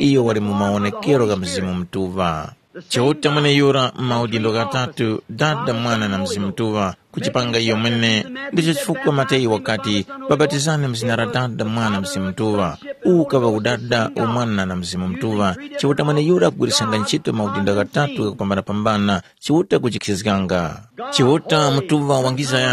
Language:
Tumbuka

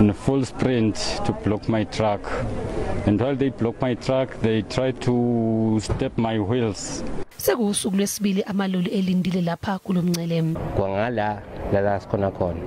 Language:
Zulu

